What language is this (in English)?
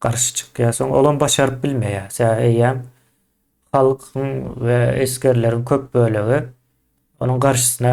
Turkmen